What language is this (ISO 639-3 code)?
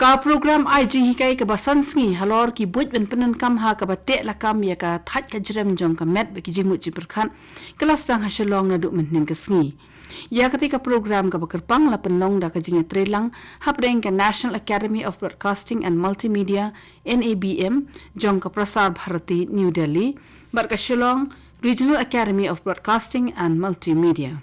kha